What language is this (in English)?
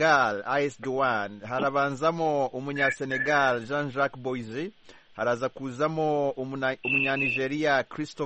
Kinyarwanda